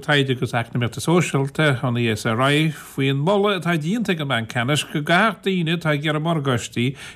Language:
Irish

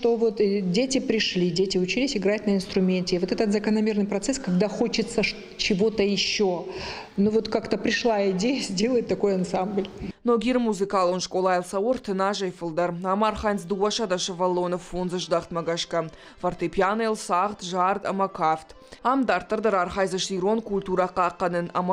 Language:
Ossetic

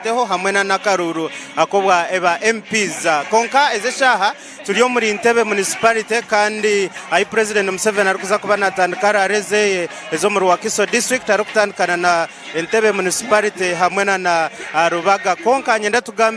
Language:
Nyankole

